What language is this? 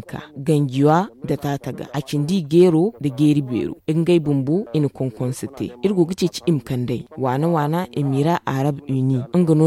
Zarma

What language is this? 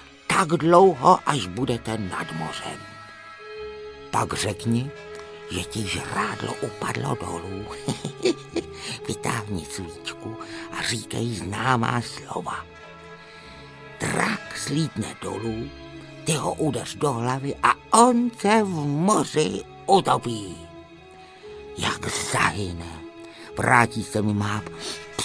Czech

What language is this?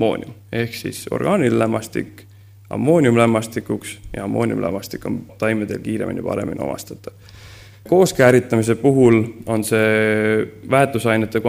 Estonian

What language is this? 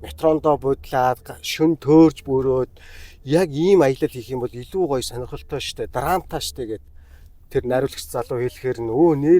Mongolian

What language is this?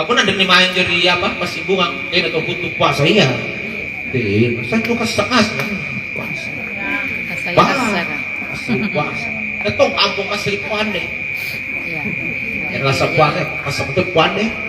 Makasar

